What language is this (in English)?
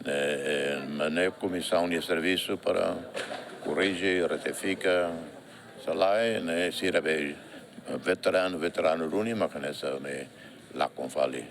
Tetum